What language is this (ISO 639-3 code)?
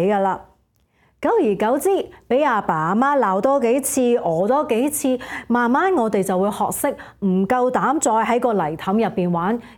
yue